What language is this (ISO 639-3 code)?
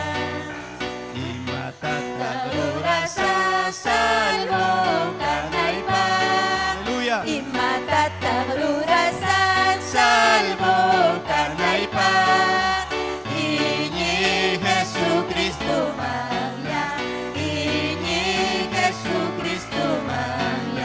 quy